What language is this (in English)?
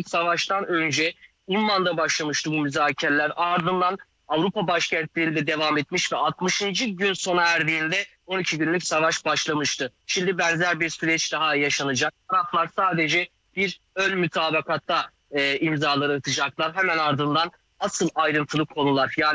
Turkish